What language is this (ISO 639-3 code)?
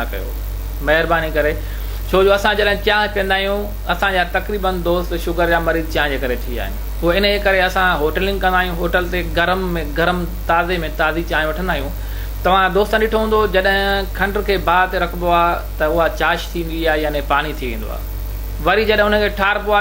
snd